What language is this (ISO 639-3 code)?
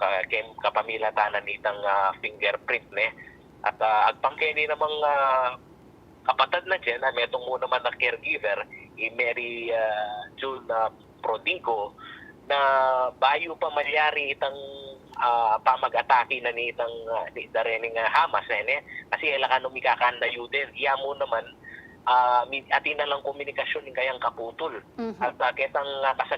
pam